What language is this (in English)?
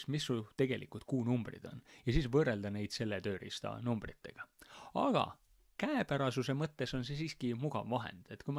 Estonian